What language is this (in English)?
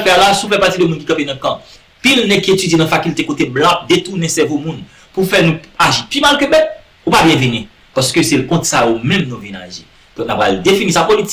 Haitian Creole